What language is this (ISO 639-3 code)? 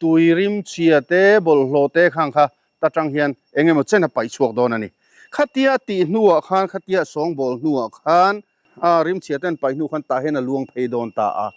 lus